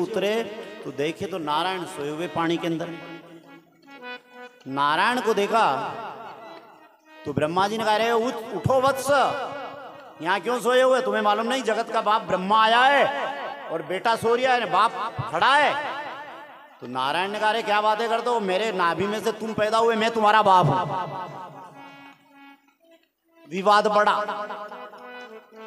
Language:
Hindi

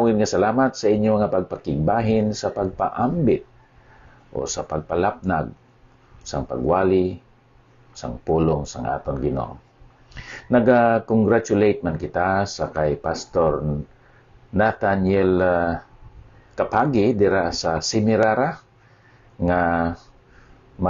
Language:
Hiligaynon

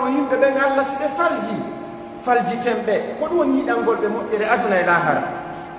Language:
Pular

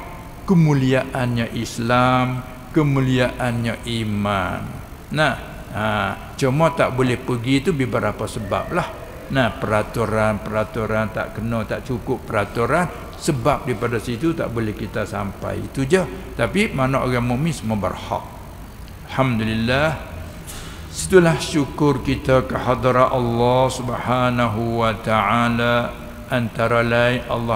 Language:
Malay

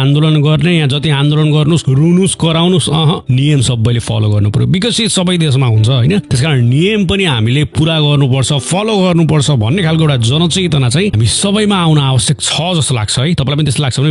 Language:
Nepali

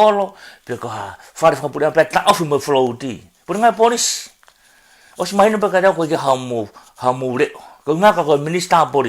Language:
Tongan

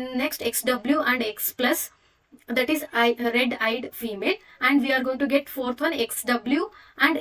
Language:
Kannada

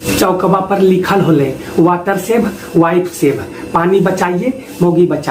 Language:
Magahi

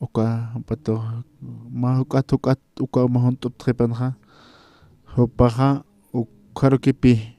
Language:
Aymara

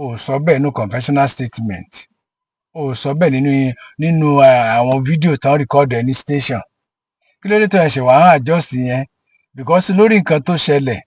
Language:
Yoruba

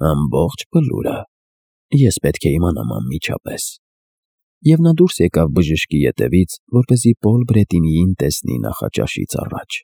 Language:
Armenian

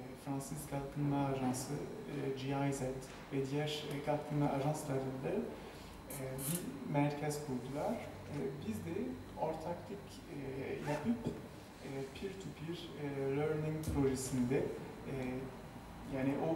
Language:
Turkish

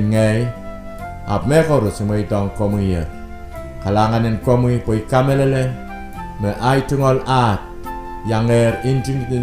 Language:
Pohnpeian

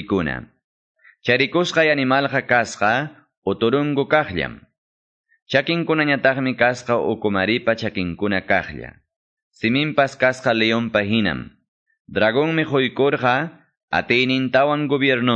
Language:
Quechua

